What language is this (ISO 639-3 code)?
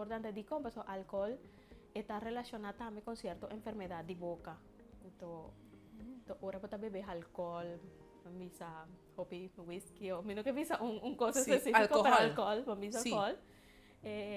pap